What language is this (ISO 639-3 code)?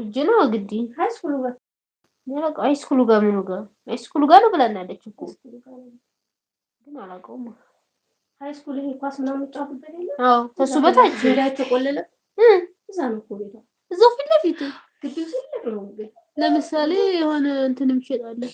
amh